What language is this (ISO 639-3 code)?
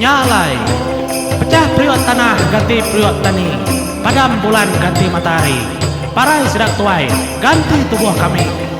iba